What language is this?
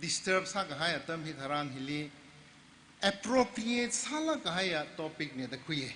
Tangkhul Naga (India)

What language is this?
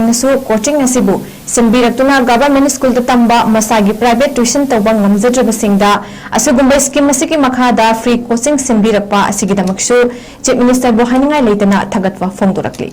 Manipuri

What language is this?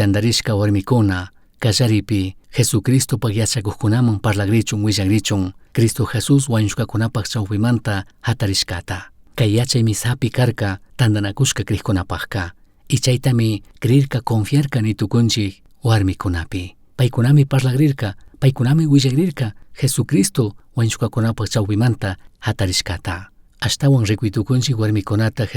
Chimborazo Highland Quichua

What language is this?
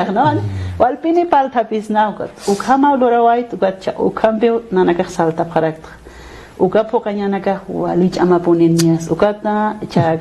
Aymara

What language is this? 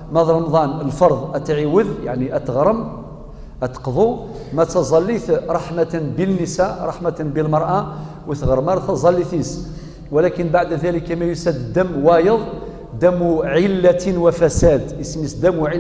Kabyle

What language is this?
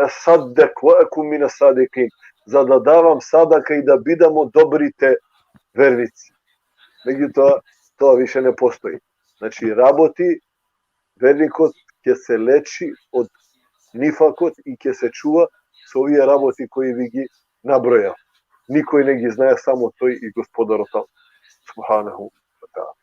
Balkan Romani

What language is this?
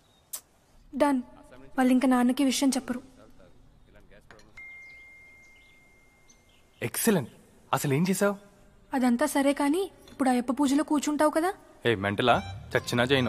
Telugu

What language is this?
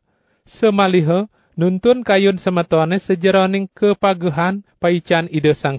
Balinese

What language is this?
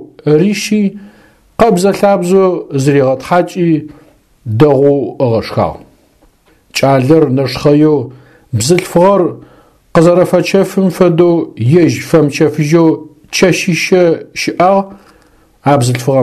Adyghe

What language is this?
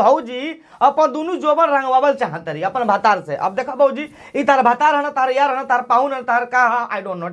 Bhojpuri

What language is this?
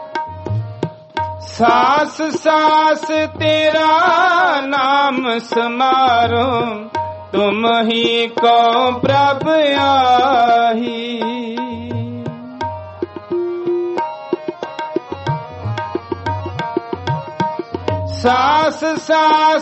Punjabi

